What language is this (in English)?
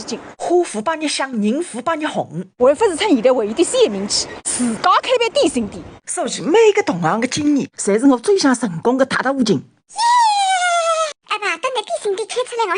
Wu Chinese